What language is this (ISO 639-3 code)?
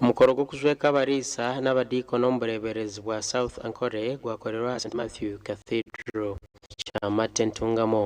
nyn